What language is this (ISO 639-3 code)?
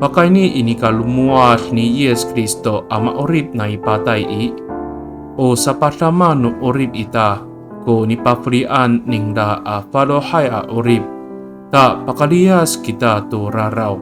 ami